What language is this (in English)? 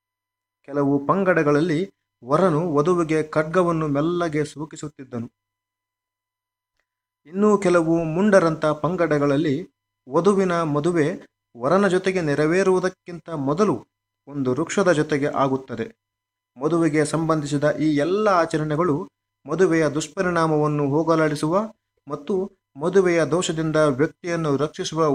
Kannada